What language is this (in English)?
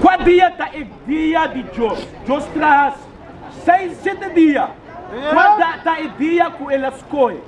Papiamento